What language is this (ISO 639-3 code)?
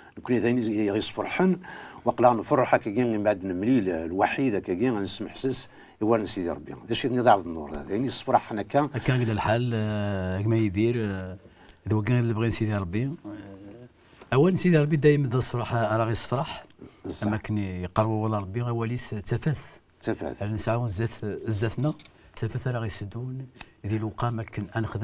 kab